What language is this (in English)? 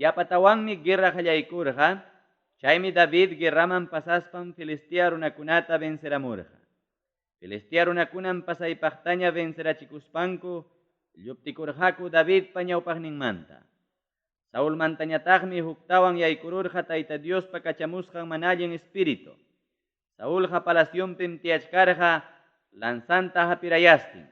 Ayacucho Quechua